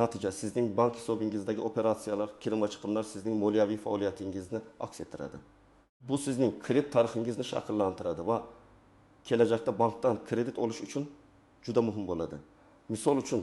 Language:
Uzbek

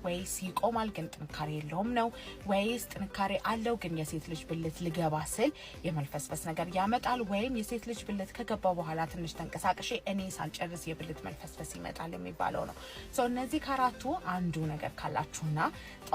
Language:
Amharic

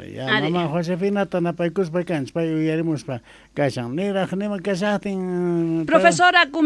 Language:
Quechua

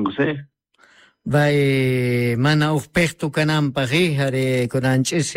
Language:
Quechua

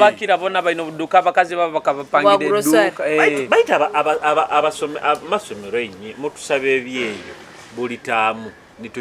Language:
Nyoro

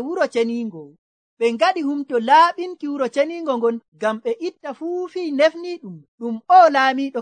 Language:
Nigerian Fulfulde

